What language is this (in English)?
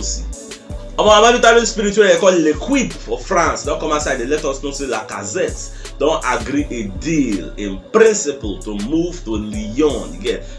Nigerian Pidgin